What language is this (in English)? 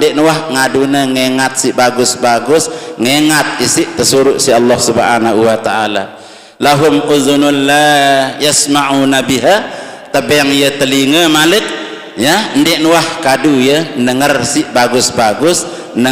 Sasak